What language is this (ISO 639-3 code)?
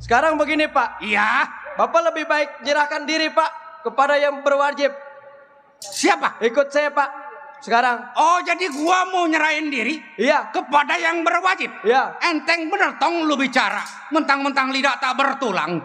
bew